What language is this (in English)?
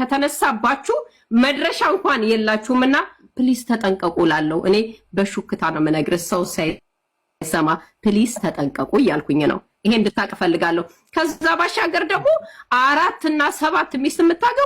Amharic